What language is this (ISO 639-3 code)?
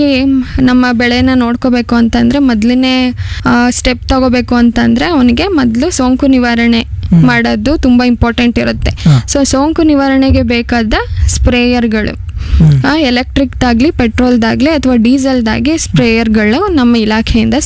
kan